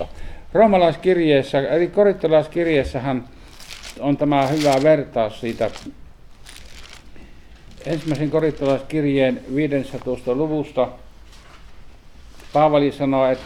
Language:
Finnish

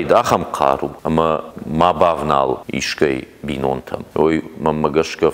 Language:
Ossetic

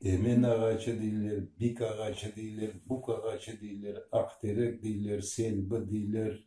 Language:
Crimean Tatar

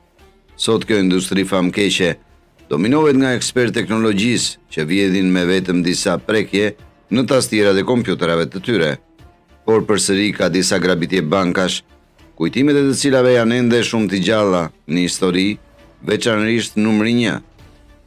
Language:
Albanian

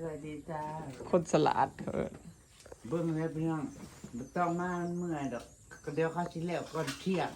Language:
Northeastern Thai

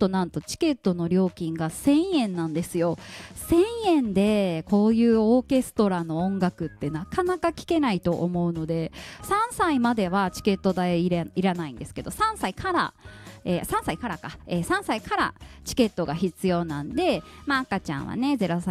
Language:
Japanese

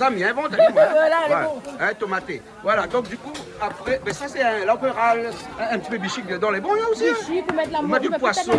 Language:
Réunion Creole French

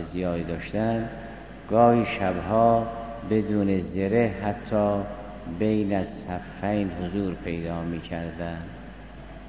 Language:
Persian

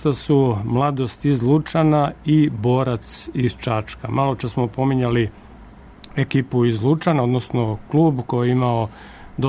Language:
Serbian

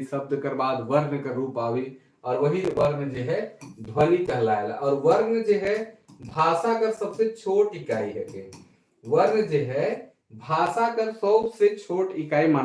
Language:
Sadri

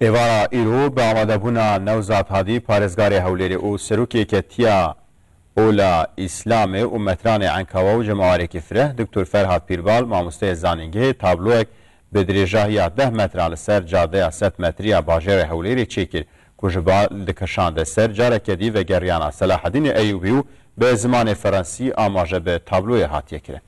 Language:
Kurdish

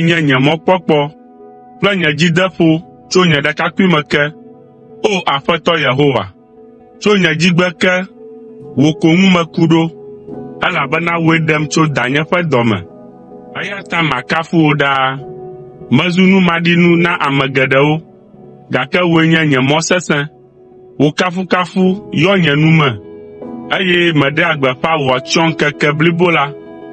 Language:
Ewe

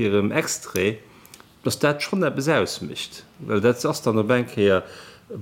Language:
Luxembourgish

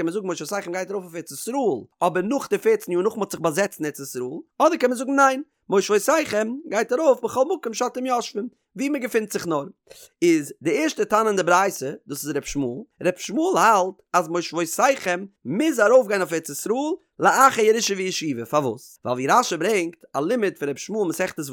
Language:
Yiddish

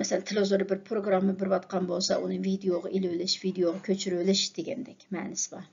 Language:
Uyghur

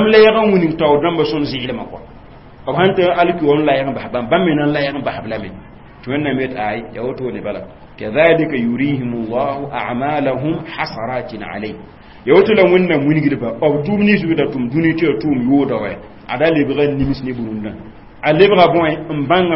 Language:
Mossi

